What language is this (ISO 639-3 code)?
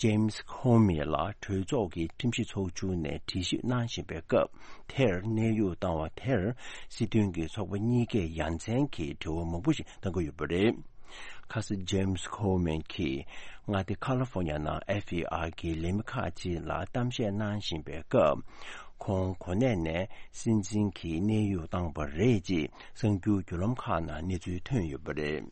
bod